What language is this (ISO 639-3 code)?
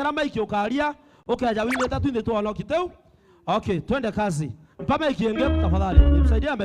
mer